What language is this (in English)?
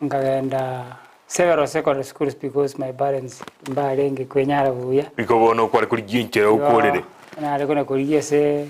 Gusii